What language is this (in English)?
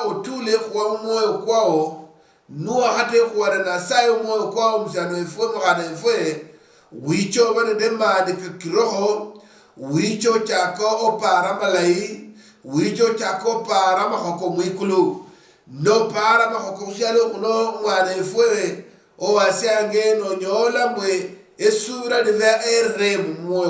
Luyia